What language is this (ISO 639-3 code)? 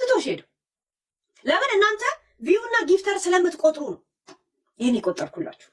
amh